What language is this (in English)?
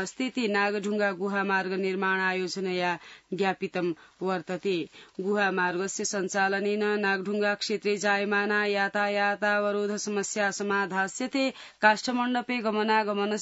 Sanskrit